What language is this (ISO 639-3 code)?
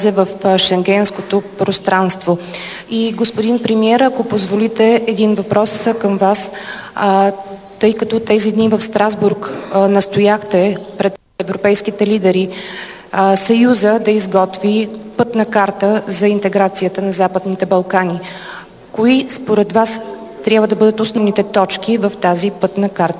bul